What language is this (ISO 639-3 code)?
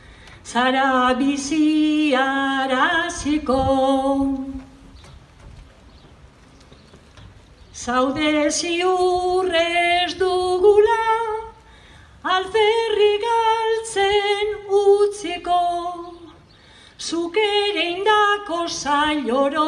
eus